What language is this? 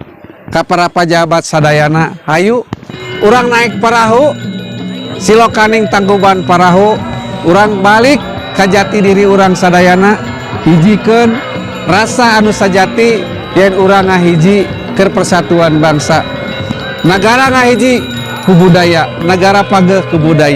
Sundanese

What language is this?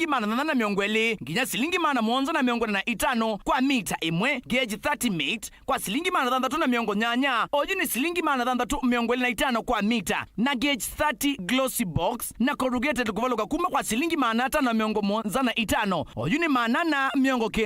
Kamba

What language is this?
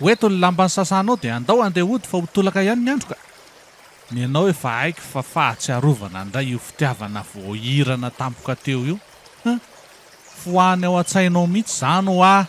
Malagasy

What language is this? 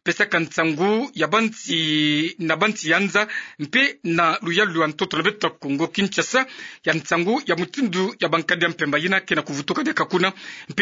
Kituba (Democratic Republic of Congo)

